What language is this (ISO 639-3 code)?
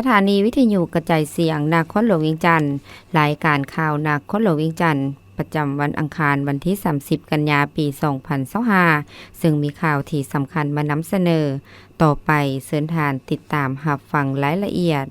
lao